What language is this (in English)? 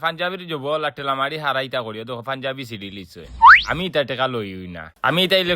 Sylheti